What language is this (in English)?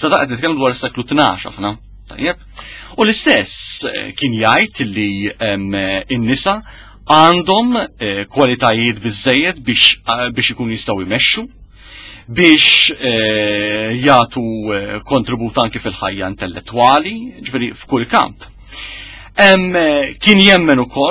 Maltese